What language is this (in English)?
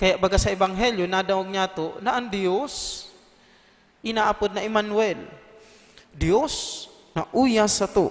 Bikol